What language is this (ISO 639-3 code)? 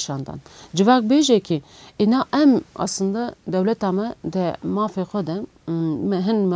kur